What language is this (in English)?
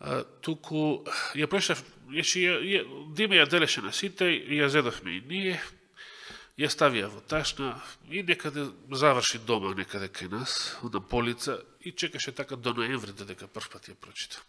Macedonian